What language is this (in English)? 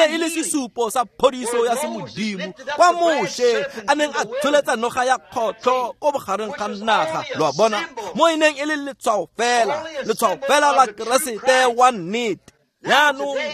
Tswana